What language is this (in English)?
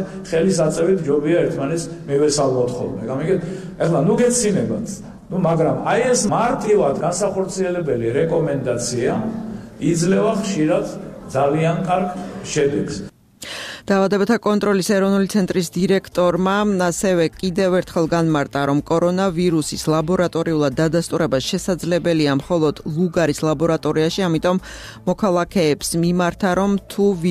Georgian